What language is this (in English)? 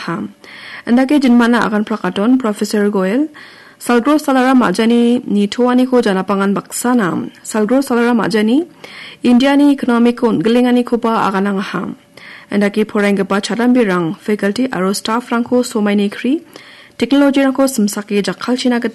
Garo